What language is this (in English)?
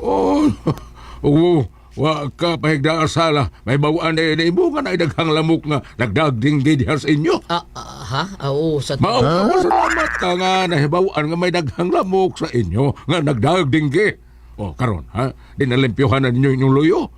Cebuano